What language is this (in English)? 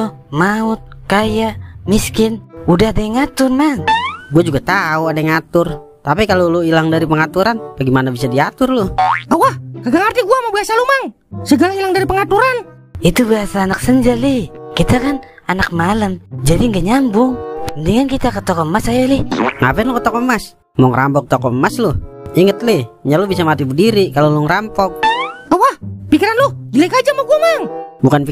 Betawi